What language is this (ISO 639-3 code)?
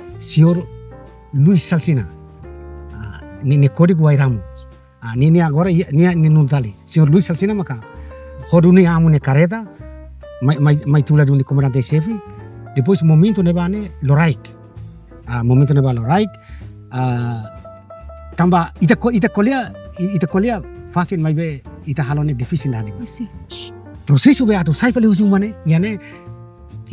tet